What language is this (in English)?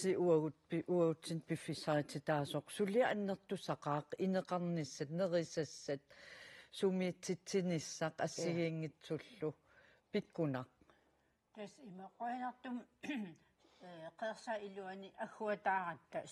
Kalaallisut